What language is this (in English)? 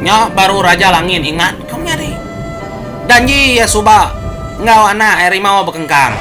Iban